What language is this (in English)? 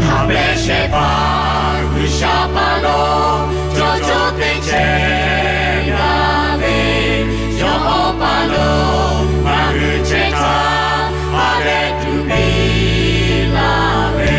Lahu